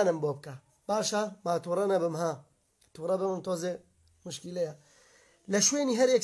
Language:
Central Kurdish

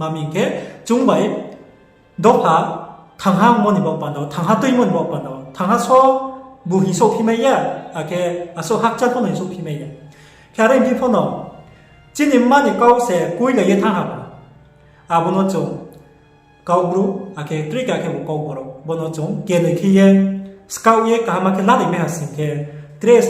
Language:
Riang (India)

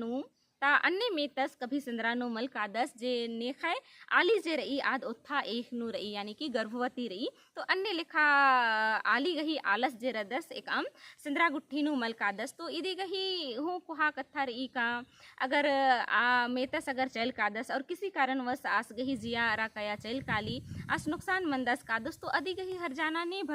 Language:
Kurukh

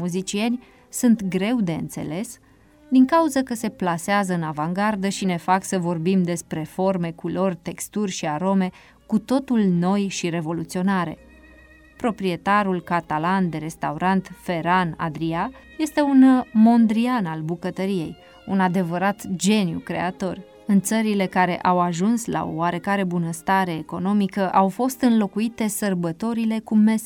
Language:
Romanian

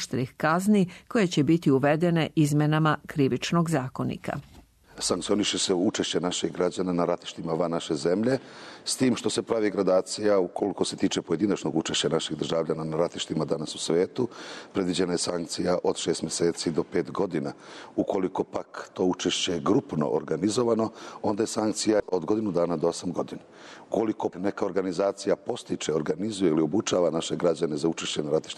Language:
Serbian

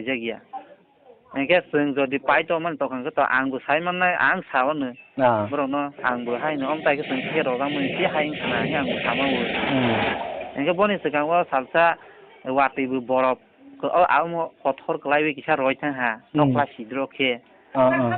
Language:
Kok Borok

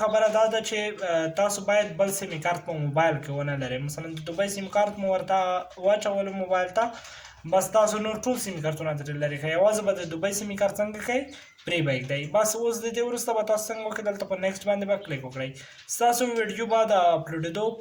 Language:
Pashto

